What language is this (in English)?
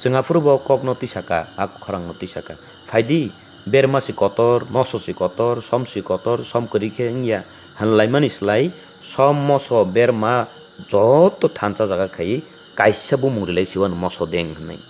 Kok Borok